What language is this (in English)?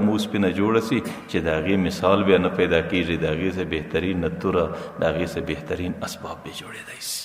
Pashto